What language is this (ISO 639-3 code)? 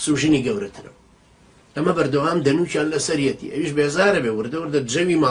ckb